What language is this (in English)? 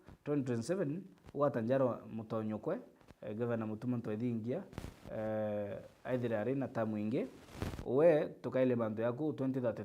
Meru